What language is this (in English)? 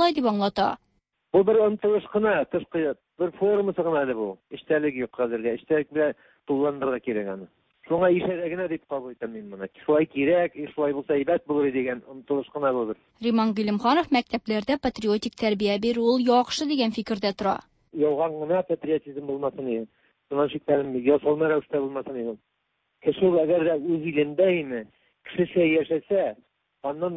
Tatar